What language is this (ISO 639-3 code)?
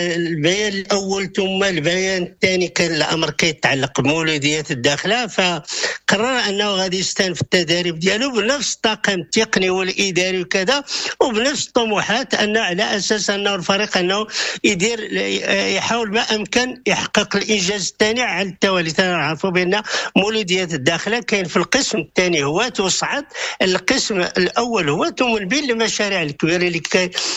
ary